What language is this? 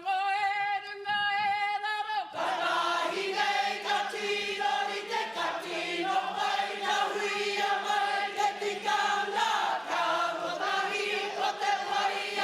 Māori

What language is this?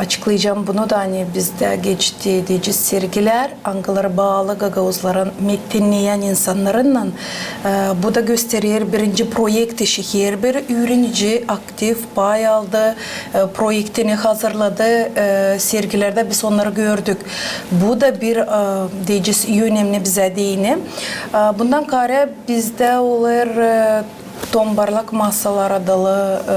Gagauz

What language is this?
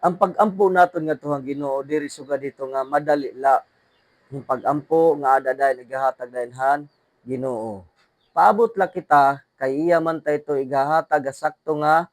Waray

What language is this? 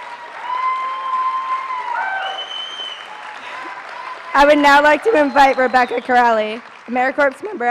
English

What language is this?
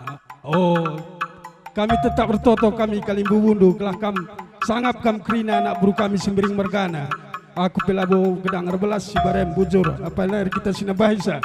Batak Karo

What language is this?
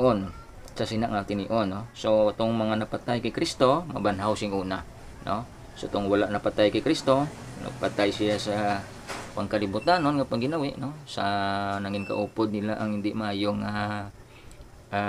Hiligaynon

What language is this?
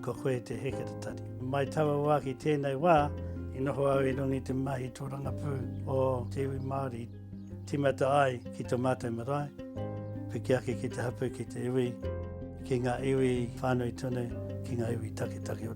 Māori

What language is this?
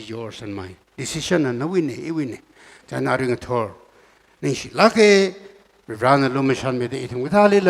Tangkhul Naga (India)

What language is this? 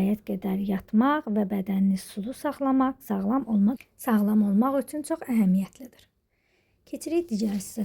Azerbaijani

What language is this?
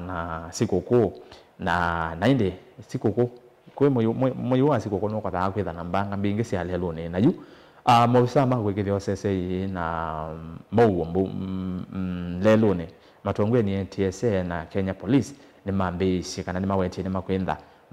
Kamba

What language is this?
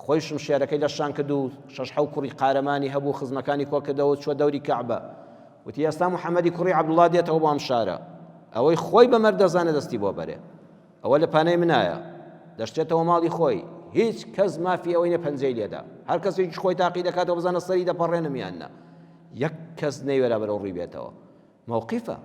Central Kurdish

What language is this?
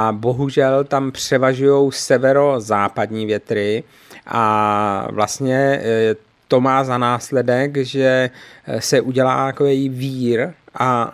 Czech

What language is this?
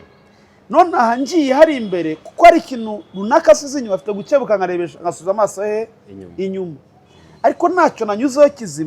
Kinyarwanda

